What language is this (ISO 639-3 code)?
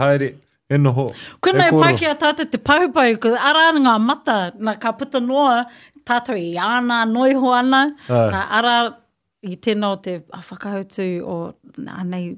mri